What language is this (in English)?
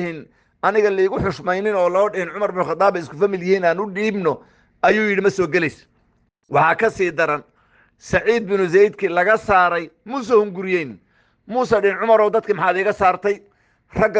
Somali